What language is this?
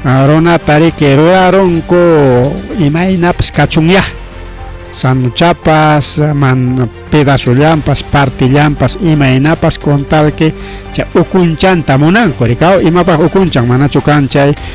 Ayacucho Quechua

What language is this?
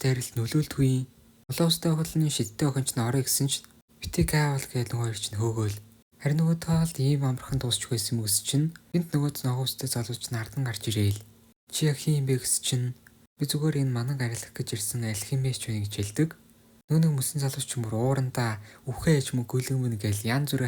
Mongolian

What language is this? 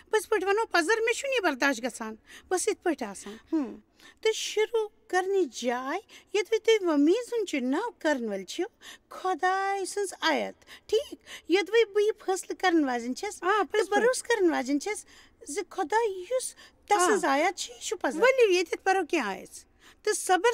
Kashmiri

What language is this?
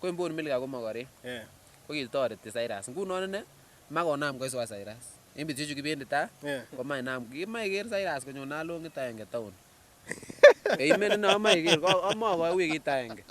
Kalenjin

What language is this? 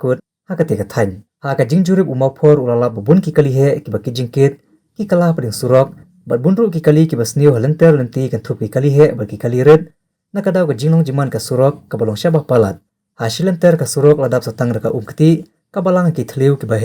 Khasi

